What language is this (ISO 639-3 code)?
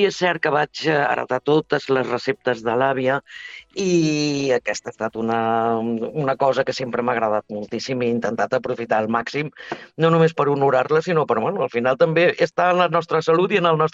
cat